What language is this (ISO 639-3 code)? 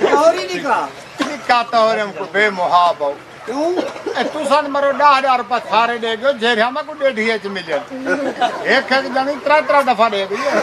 skr